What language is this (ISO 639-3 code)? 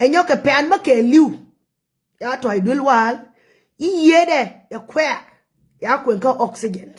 nus